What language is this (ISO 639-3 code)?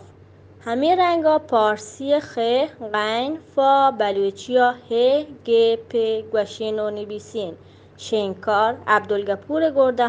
bal